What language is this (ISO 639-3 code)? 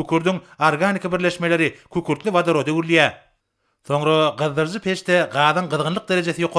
tuk